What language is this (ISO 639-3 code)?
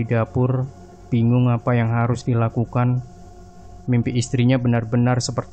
ind